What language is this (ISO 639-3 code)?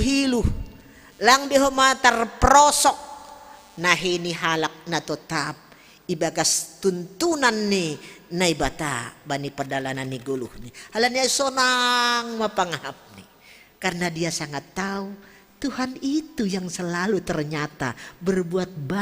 bts